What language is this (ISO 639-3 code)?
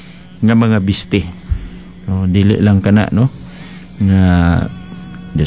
ceb